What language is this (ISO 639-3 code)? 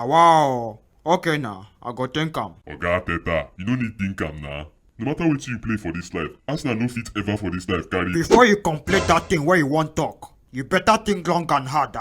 pcm